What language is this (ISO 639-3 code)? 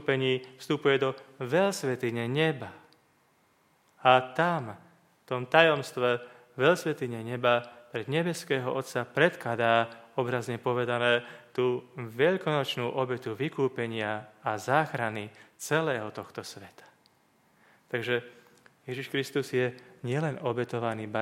slk